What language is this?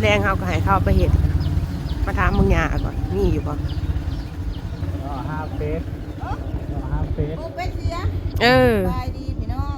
Northeastern Thai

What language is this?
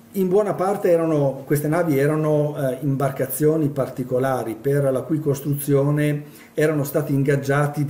Italian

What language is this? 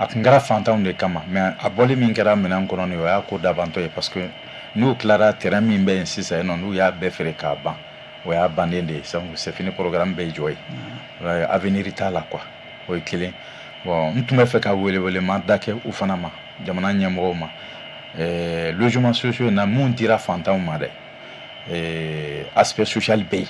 Bambara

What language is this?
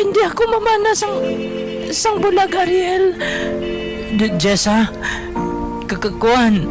Hiligaynon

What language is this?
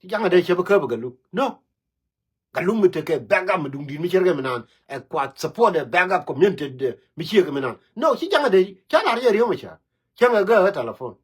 Nuer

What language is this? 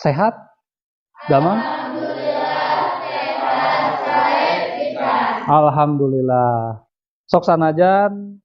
Sundanese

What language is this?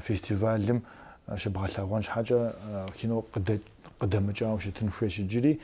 Kabardian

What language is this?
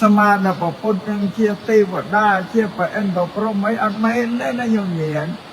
Khmer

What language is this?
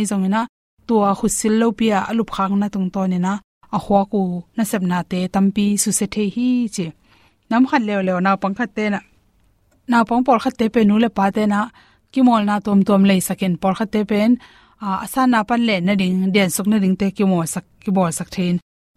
Tedim Chin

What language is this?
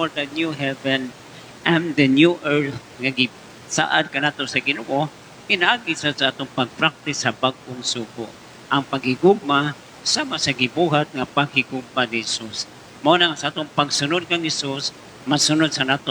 Cebuano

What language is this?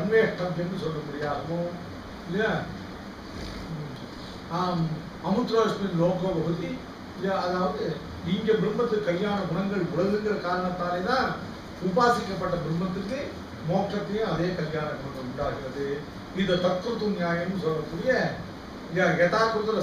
Tamil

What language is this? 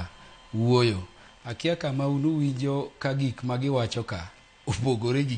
Luo (Kenya and Tanzania)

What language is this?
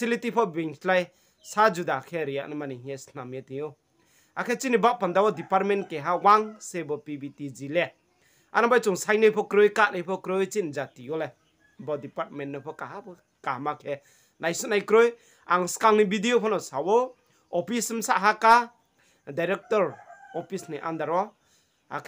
Riang (India)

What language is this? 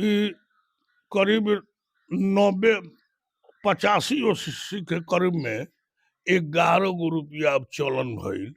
Bhojpuri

